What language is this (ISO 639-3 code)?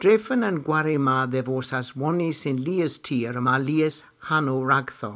cor